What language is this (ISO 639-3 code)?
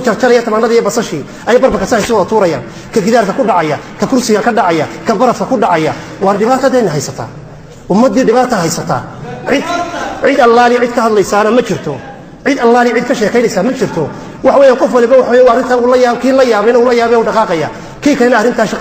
som